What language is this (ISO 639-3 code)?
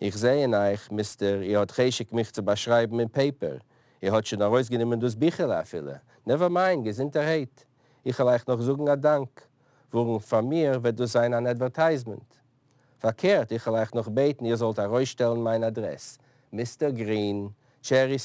yid